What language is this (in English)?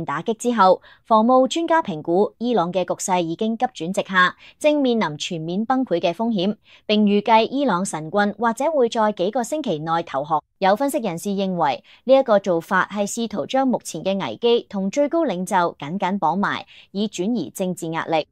Cantonese